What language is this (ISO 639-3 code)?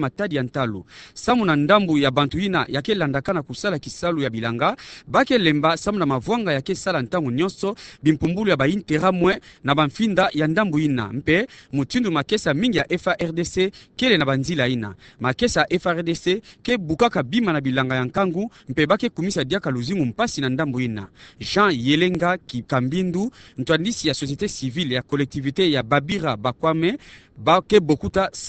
ktu